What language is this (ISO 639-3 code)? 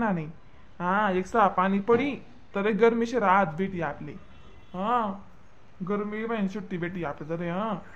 khn